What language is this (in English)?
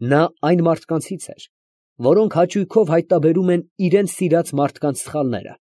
Armenian